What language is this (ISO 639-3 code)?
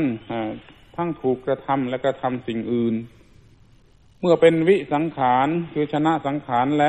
tha